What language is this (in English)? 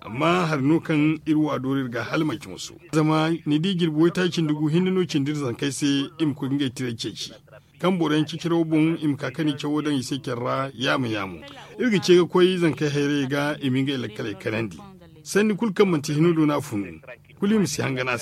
Zarma